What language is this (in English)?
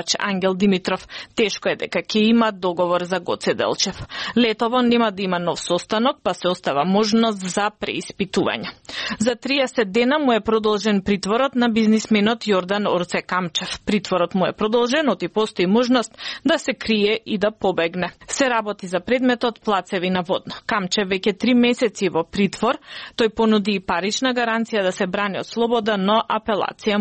Macedonian